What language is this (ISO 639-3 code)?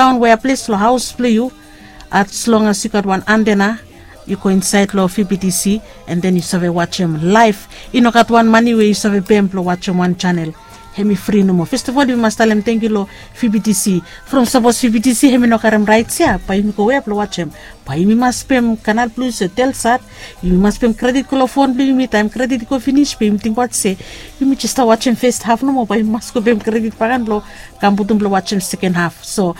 bis